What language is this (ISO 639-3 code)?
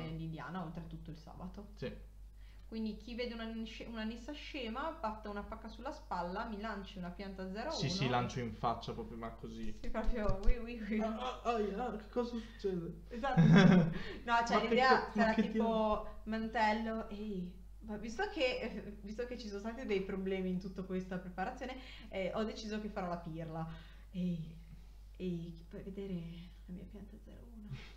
ita